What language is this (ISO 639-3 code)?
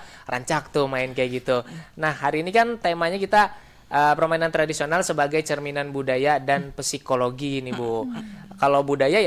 bjn